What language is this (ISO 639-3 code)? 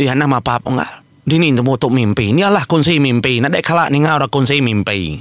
iba